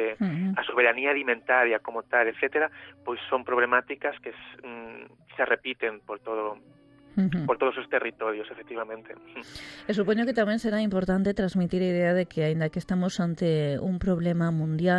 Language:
Galician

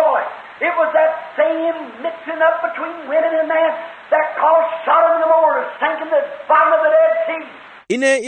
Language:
Tswana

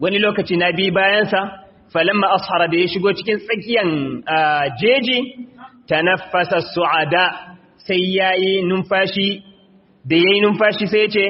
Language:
Hausa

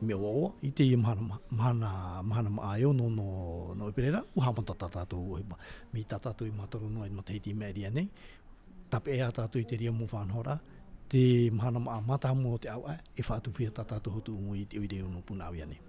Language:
Tahitian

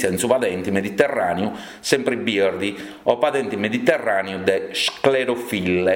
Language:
Sardinian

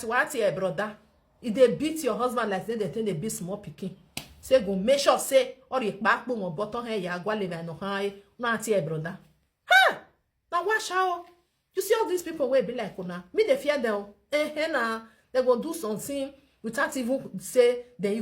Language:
Nigerian Pidgin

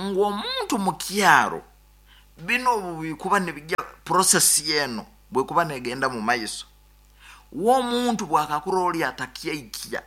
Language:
Nyankole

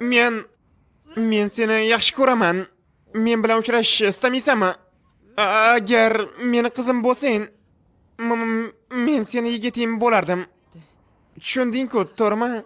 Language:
Uzbek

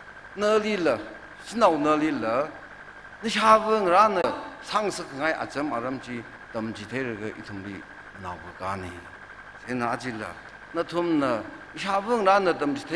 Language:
Tangkhul Naga (India)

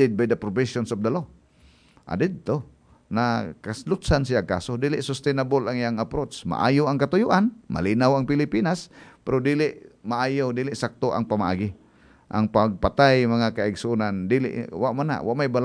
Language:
Cebuano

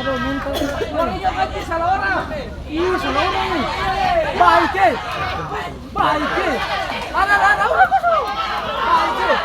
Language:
Ambonese Malay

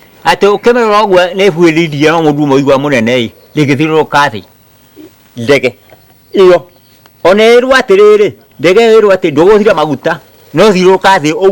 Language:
Kikuyu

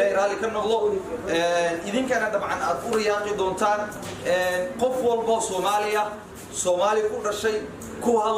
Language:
Somali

